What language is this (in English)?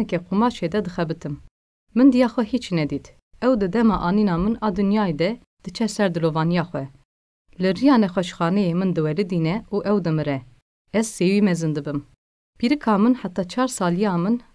Kurdish